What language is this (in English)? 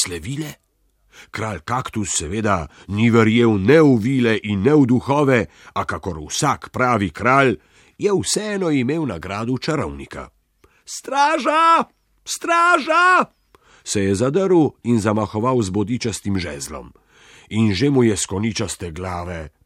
Slovenian